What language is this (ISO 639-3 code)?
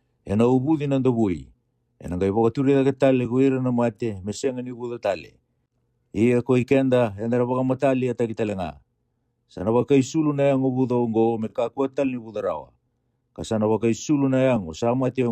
fij